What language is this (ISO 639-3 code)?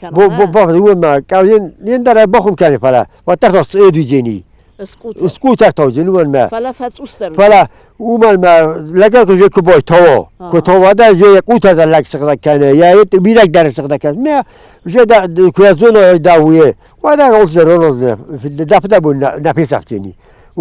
oss